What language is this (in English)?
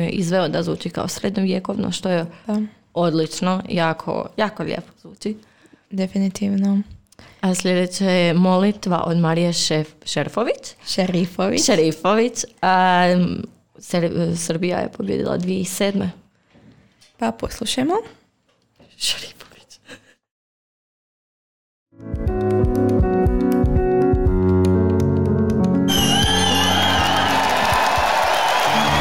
Croatian